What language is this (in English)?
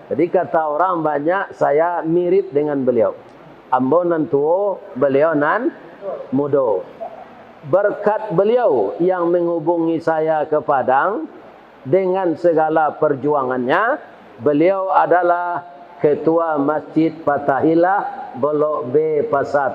Minangkabau